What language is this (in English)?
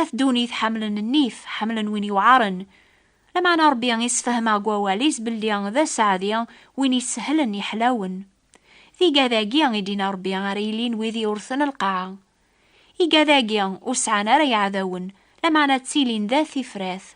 Kabyle